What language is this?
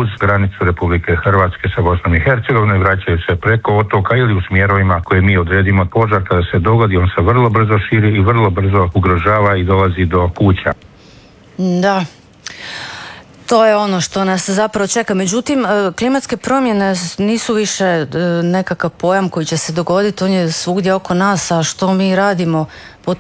Croatian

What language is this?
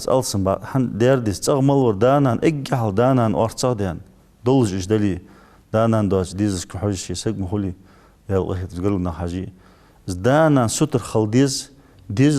Ingush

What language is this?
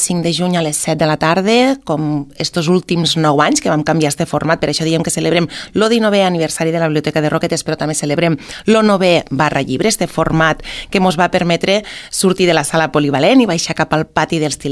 Catalan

